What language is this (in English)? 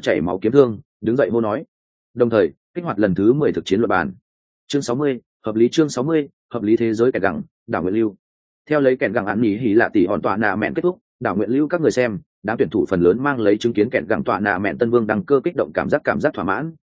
Vietnamese